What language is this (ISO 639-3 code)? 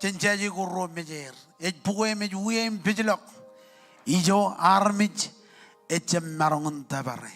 mah